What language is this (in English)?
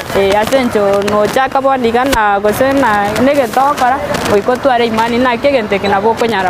Gusii